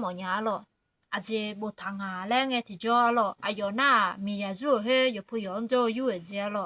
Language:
Akha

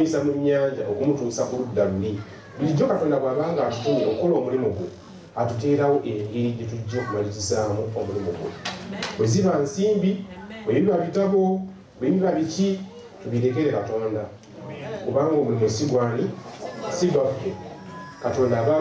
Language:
Ganda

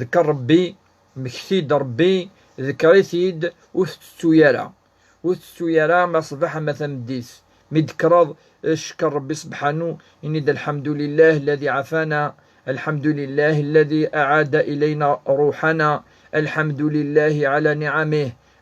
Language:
Kabyle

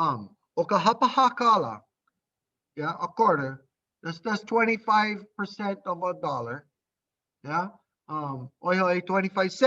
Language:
Hawaiian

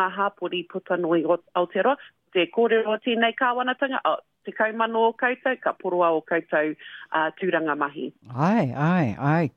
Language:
Māori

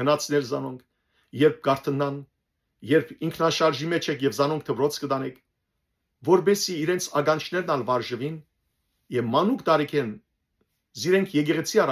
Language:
Western Armenian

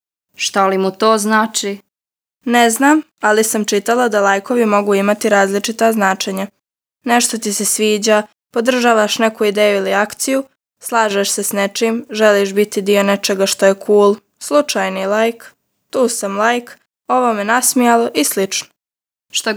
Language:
Serbian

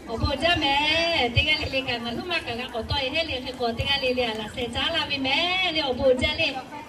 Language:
Lahu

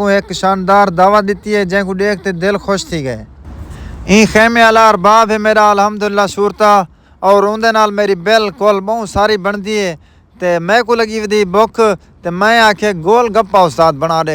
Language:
Saraiki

